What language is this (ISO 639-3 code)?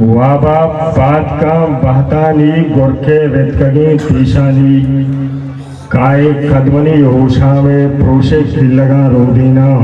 bgp